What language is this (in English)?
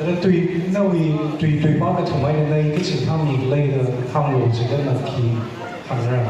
Tangkhul Naga (India)